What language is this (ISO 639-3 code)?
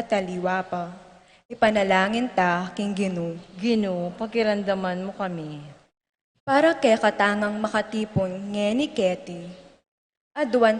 pam